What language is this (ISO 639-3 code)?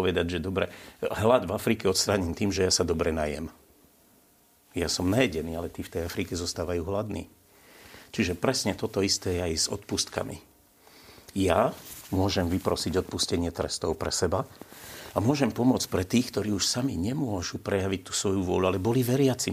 slk